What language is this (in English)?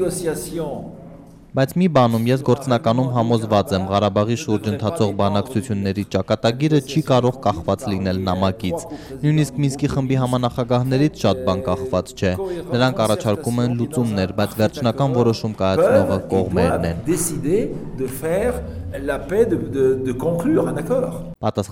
Armenian